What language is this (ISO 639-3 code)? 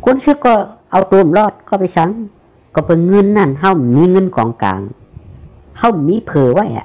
shn